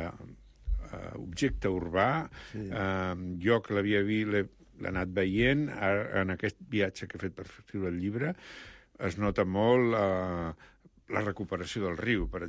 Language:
Catalan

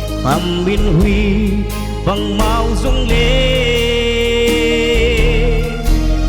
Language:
Paite Chin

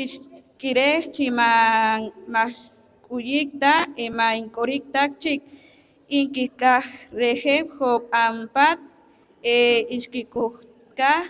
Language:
Poqomchi'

